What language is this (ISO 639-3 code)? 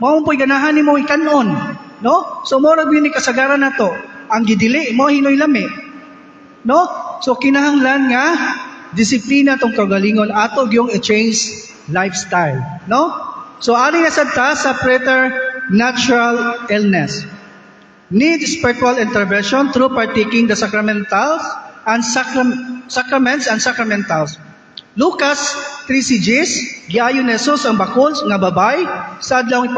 ceb